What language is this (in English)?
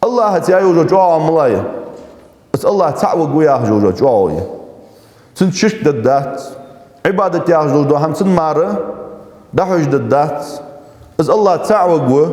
Ingush